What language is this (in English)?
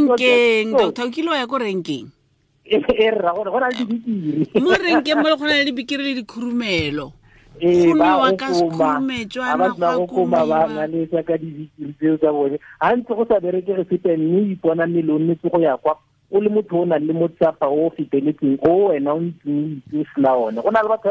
Tswana